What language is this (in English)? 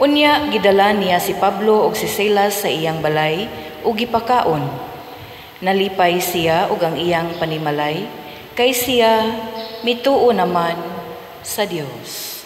Cebuano